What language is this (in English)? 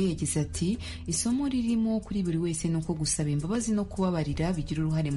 Kinyarwanda